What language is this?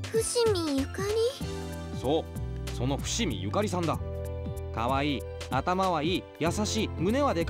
Japanese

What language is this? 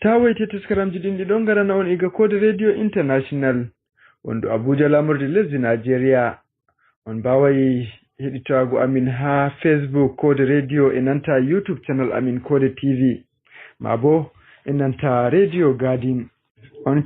Fula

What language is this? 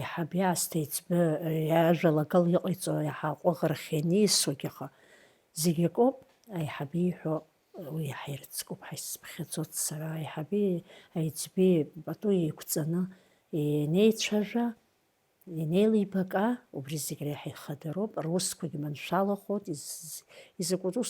Abkhazian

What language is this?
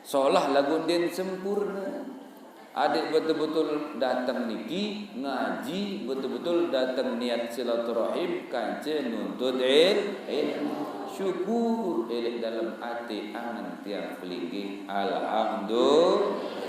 Sasak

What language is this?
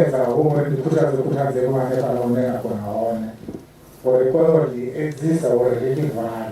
Venda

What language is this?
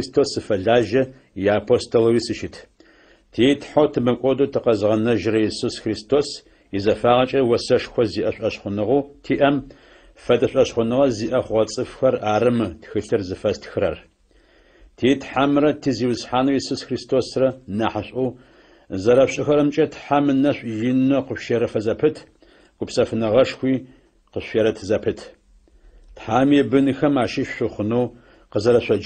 Adyghe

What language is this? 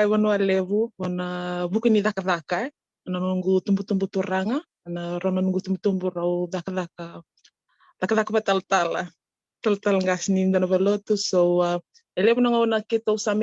Fijian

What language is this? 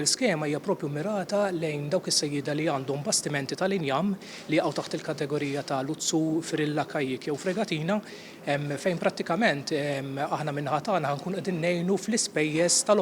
Maltese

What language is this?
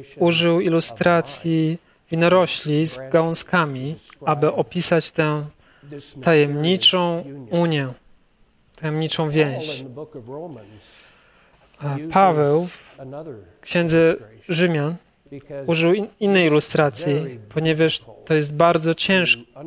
Polish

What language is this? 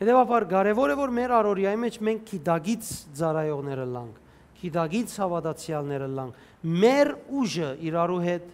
Western Armenian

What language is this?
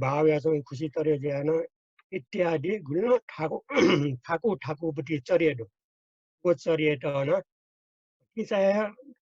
Newari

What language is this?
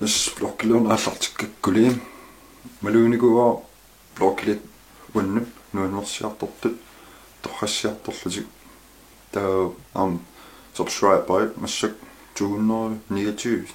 Kalaallisut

